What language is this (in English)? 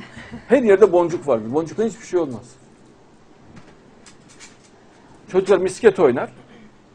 Turkish